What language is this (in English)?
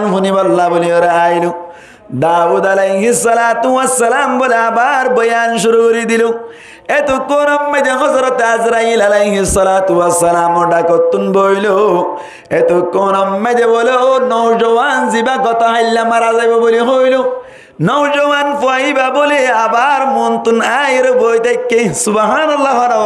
Rohingya